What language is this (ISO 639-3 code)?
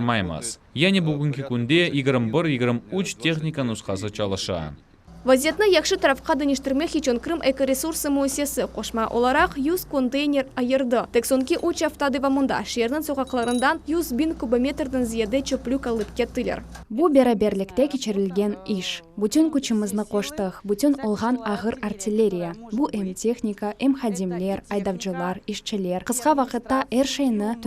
crh